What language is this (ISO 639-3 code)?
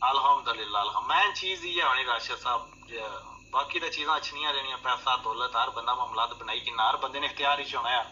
phr